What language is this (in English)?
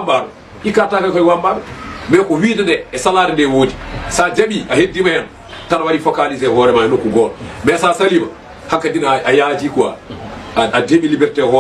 Fula